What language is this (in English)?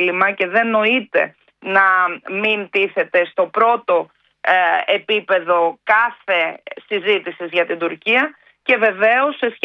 Greek